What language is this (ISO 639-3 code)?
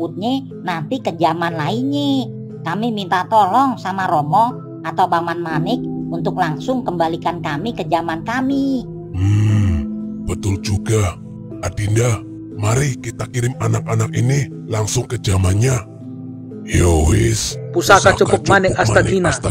bew